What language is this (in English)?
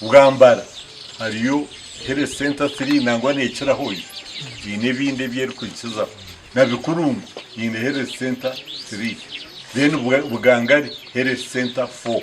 Nyankole